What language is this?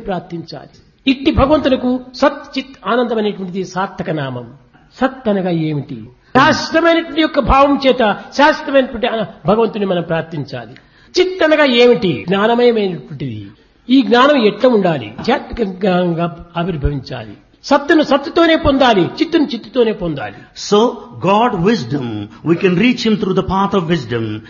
Telugu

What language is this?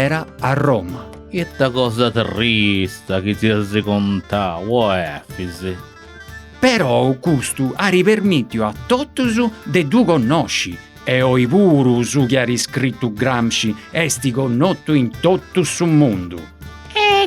Sardinian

